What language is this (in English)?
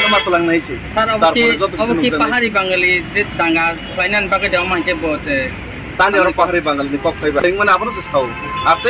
Kok Borok